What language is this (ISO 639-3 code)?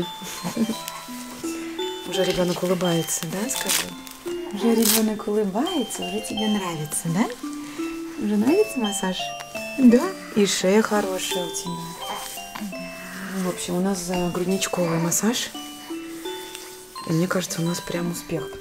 rus